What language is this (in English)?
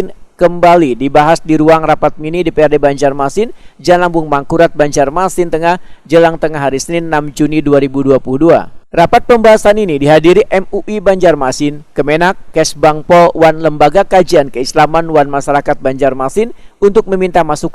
Banjar